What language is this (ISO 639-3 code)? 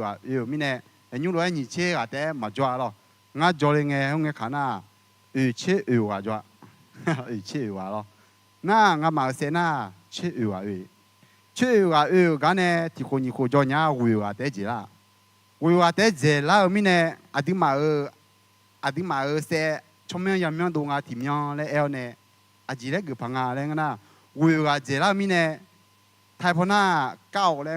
ahk